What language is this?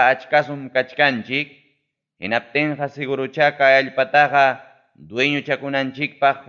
Ayacucho Quechua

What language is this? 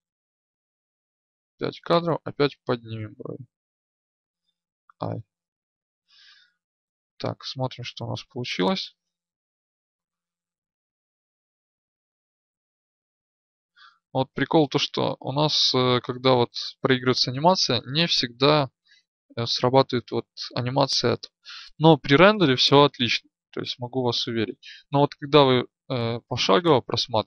Russian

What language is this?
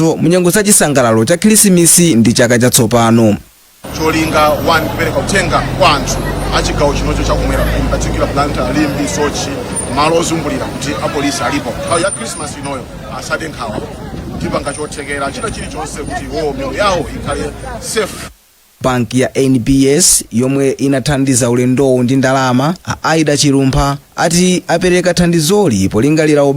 Nyanja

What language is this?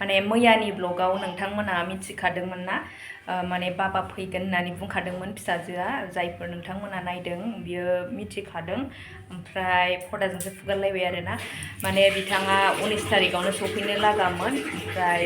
Bodo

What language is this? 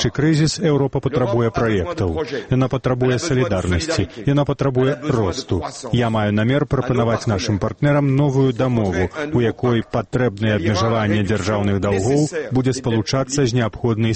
Belarusian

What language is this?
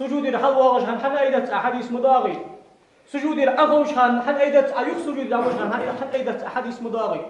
Ingush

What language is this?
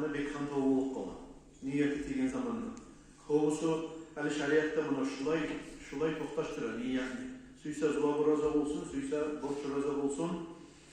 Kumyk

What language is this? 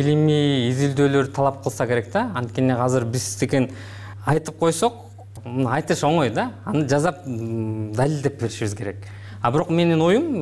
Kyrgyz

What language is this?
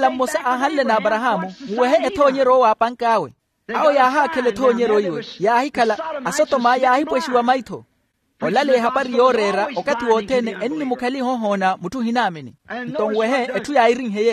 Makhuwa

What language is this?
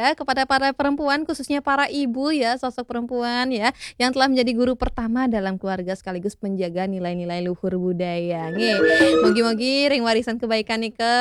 Balinese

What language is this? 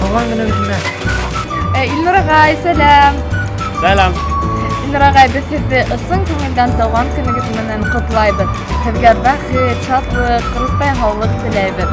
Bashkir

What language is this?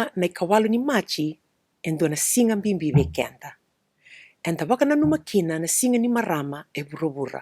Fijian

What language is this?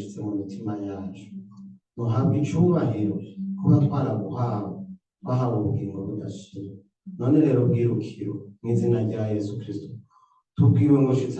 Rundi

